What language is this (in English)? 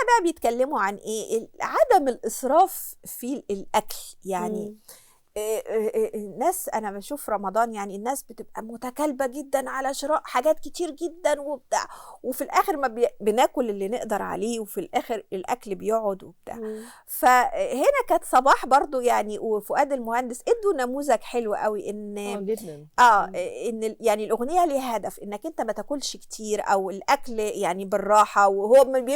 Egyptian Arabic